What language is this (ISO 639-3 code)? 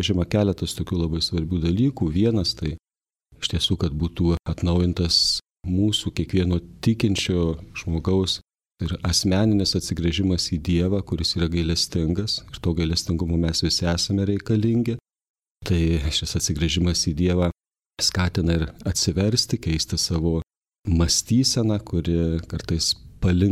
lit